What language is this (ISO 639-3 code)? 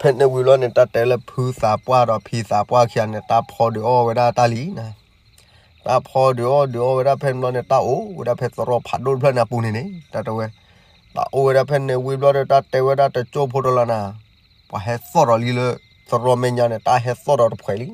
ksw